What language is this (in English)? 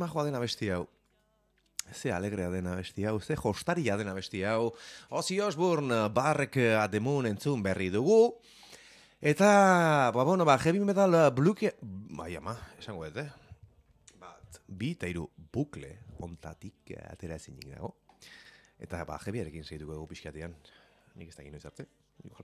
Basque